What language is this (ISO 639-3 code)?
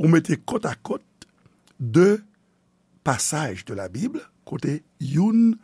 hat